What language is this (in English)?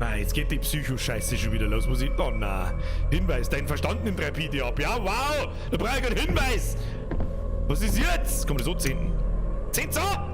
Bavarian